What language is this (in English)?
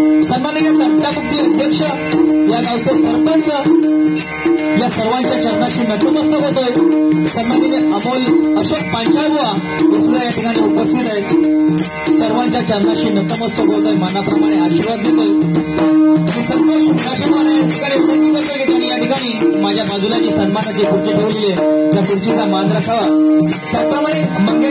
Marathi